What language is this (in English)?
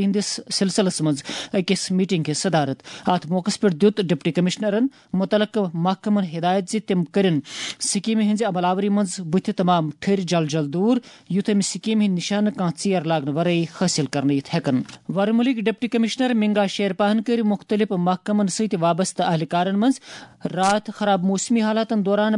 Kashmiri